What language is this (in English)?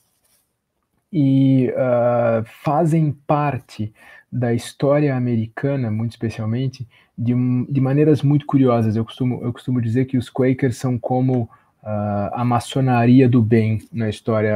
Portuguese